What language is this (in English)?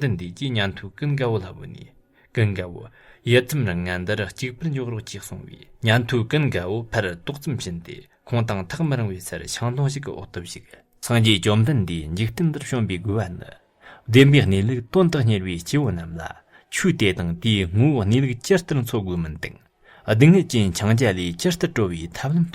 Tibetan